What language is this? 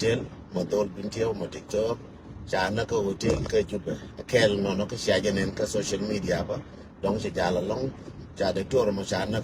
Nuer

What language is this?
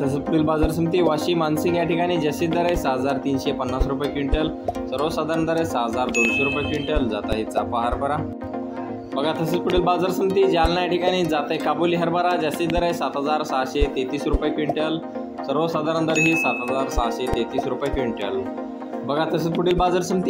Marathi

